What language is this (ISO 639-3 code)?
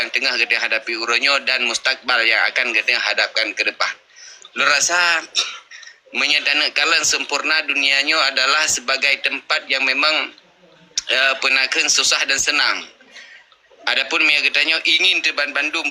ace